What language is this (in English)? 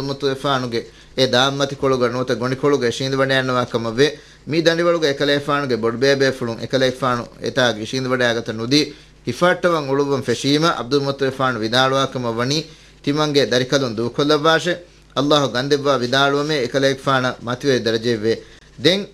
Divehi